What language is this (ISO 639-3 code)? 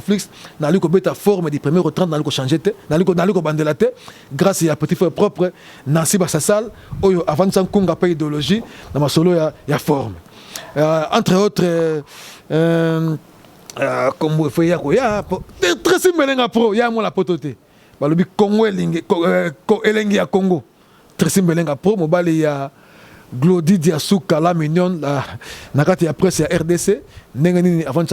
lin